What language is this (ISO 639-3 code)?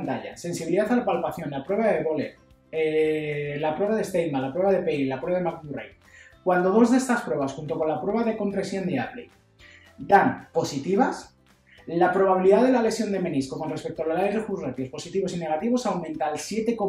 spa